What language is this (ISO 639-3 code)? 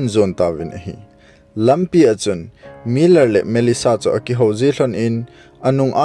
tcz